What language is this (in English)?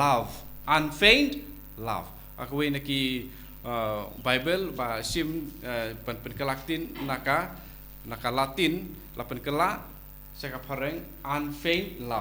Khasi